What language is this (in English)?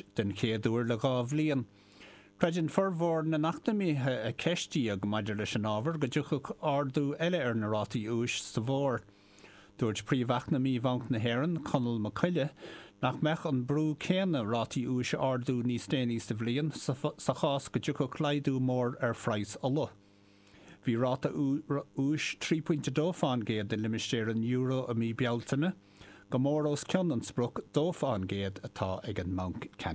Irish